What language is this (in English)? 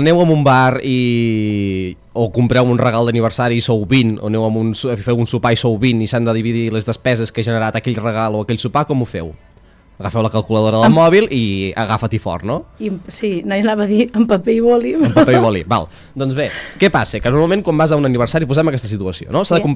Catalan